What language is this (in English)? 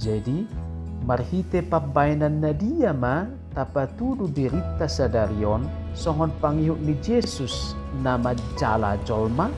Batak Toba